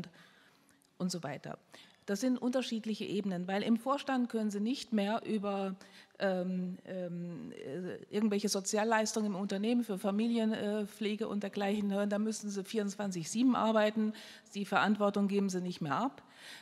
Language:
German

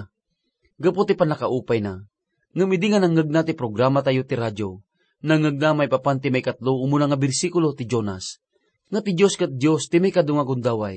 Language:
Iloko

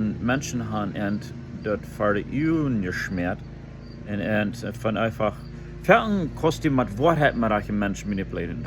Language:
Plautdietsch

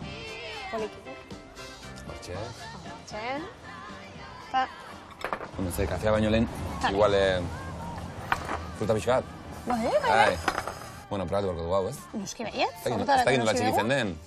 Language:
Basque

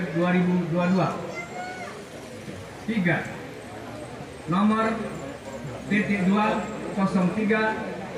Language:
Indonesian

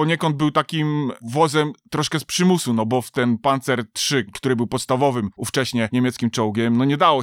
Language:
Polish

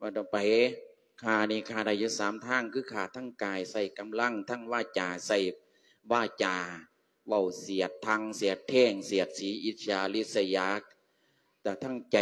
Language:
Lao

